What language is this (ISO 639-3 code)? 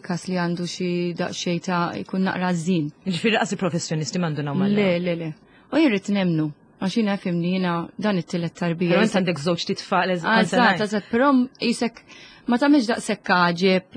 mlt